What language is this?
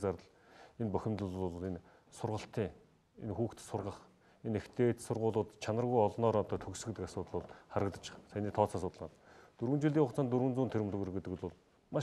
Mongolian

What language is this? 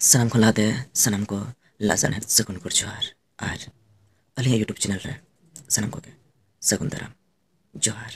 Santali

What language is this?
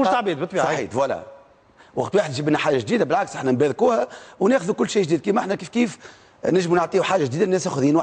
Tunisian Arabic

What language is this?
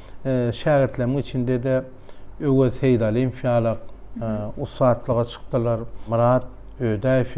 Turkmen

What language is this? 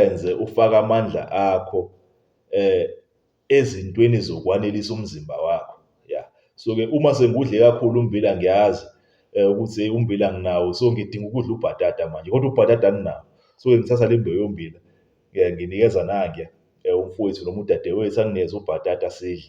Zulu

